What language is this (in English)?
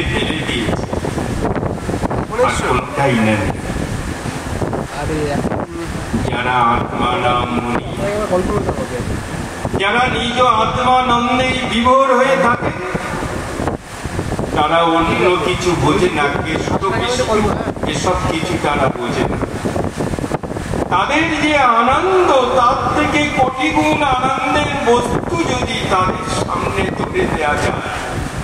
Bangla